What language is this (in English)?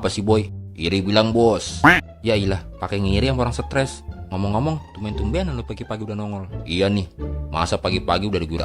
Betawi